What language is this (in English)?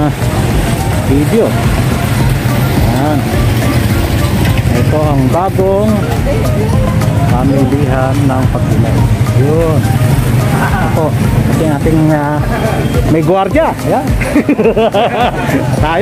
Filipino